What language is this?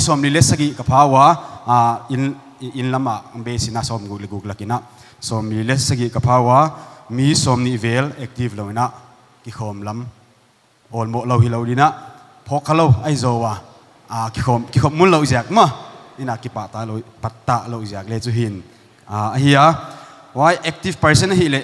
Paite Chin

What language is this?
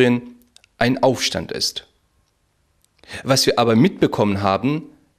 German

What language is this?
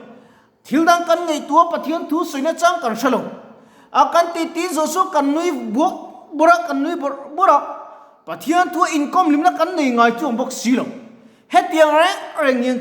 Mizo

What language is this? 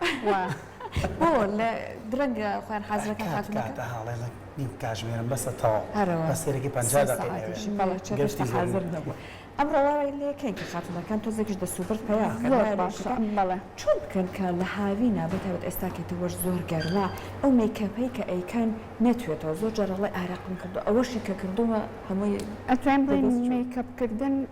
Central Kurdish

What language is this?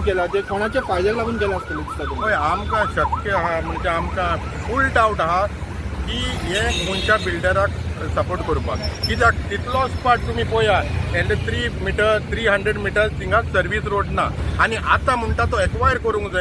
Konkani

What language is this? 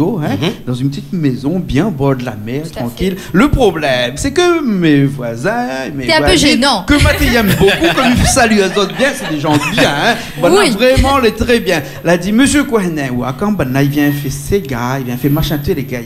Réunion Creole French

